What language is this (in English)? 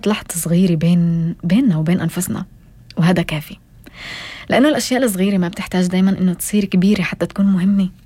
North Levantine Arabic